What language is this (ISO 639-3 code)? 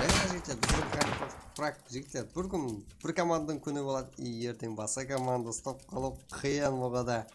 kaa